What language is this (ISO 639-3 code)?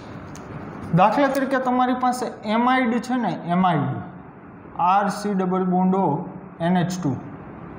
guj